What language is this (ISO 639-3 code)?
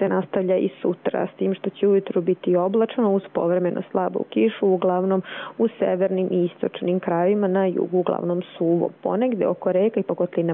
hrv